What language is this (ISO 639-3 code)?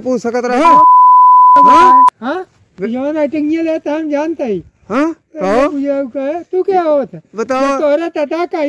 awa